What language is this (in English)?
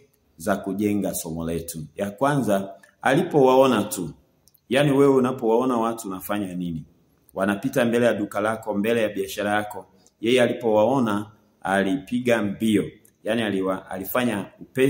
Swahili